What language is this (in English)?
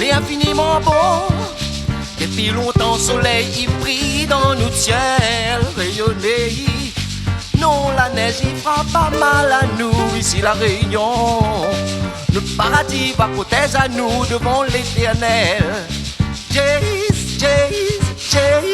Réunion Creole French